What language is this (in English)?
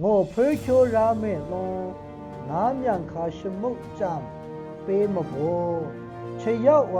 Maru